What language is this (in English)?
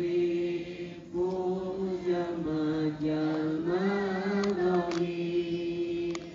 Sundanese